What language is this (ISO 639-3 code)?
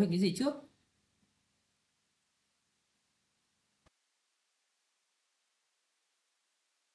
vie